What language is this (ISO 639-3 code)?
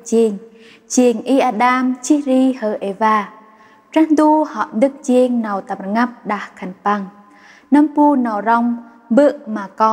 cmo